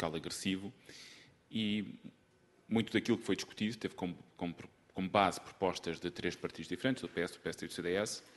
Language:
Portuguese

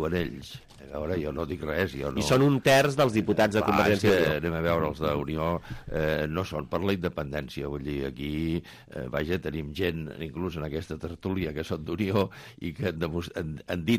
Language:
Catalan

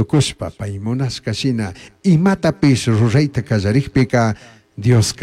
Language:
Chimborazo Highland Quichua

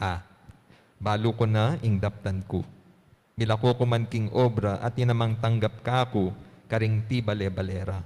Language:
Pampanga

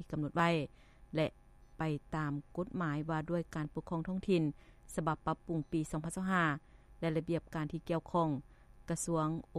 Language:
Lao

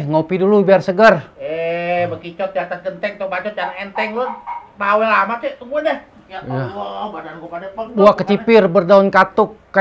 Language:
Betawi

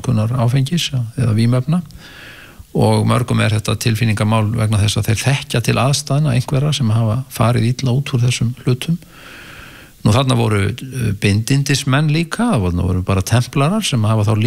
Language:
Icelandic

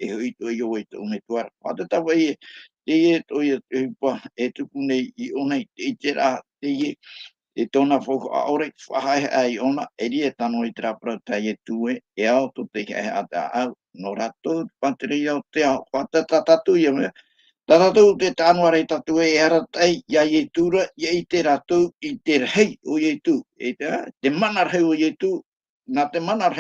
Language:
Tahitian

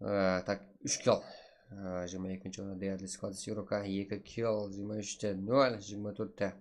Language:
Kara-Kalpak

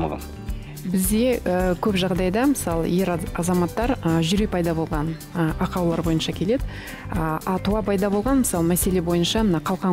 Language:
Kazakh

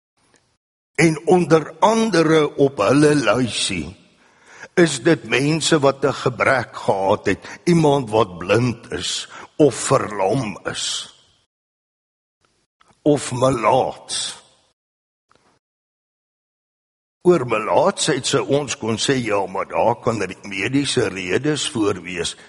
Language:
Afrikaans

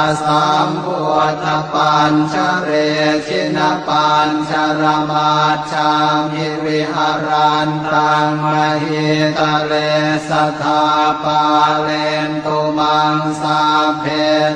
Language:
Pali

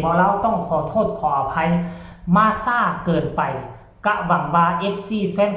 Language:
Northeastern Thai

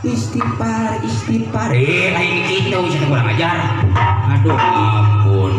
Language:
Sundanese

